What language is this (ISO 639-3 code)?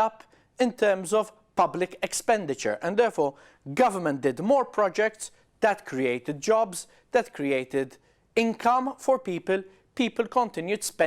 eng